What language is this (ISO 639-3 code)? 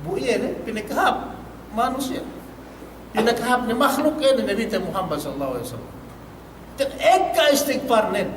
yka